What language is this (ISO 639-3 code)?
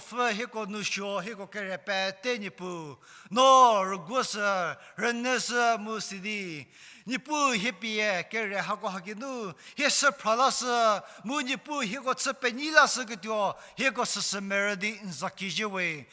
njm